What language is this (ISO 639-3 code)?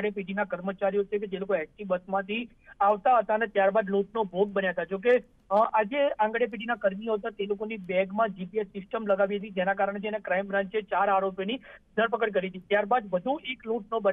guj